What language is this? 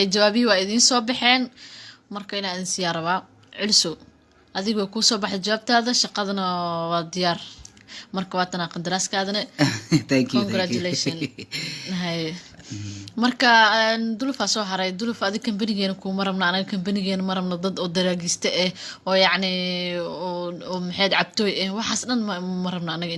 Somali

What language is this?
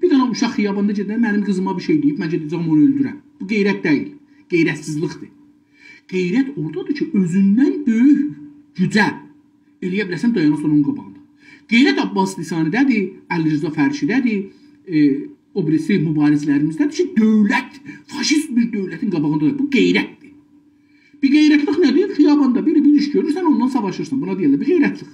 South Azerbaijani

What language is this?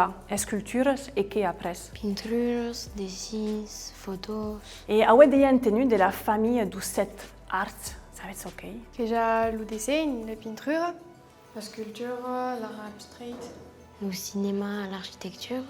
Occitan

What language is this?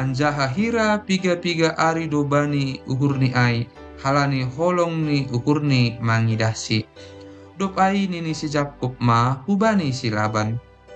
Batak Simalungun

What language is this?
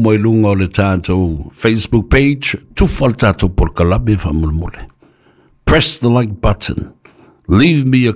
Samoan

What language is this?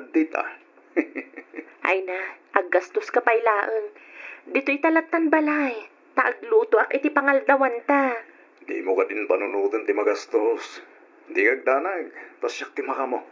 Iloko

